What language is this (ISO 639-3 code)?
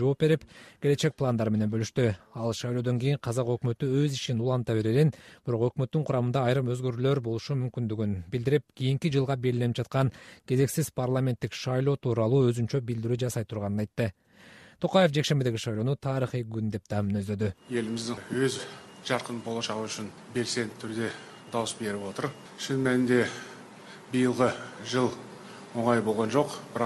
kir